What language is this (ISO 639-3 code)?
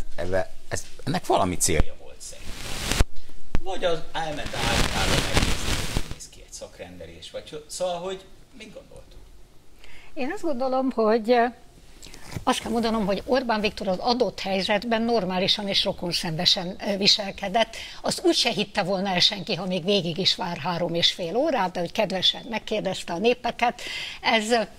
hun